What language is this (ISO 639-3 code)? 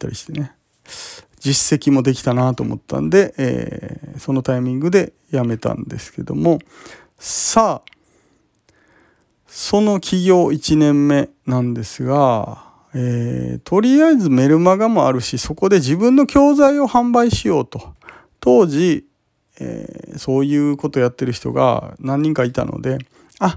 jpn